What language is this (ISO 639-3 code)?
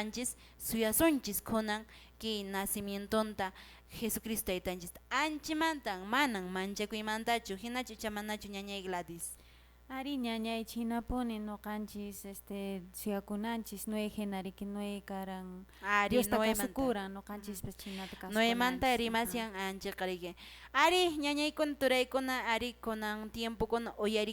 que